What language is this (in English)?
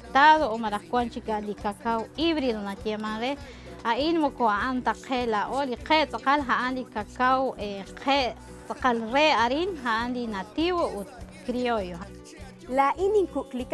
Kekchí